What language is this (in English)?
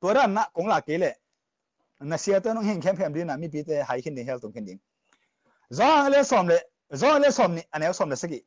Tedim Chin